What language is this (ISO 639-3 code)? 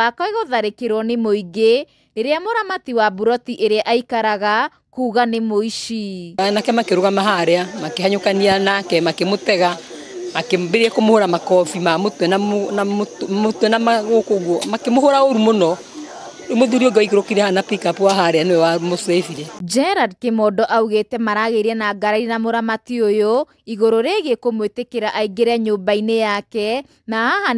kik